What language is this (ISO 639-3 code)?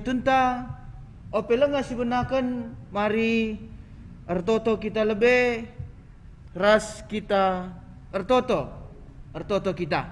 btx